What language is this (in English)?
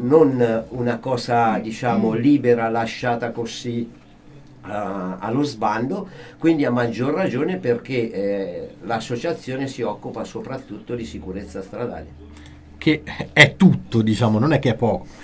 Italian